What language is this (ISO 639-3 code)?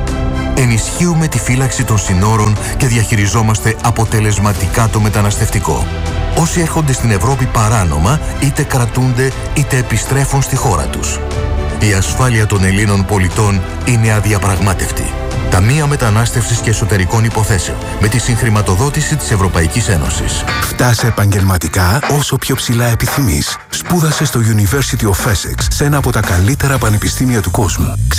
ell